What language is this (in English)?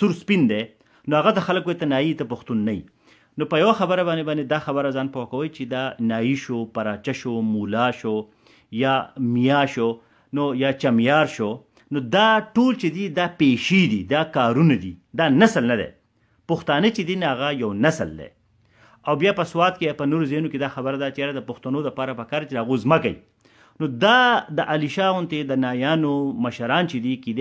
Pashto